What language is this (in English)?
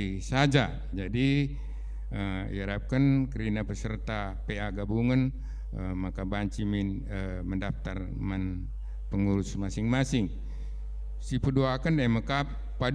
Batak Karo